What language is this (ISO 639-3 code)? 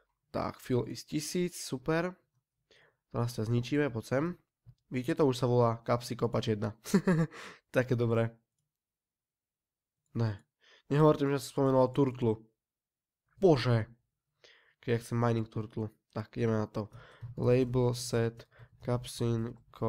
slk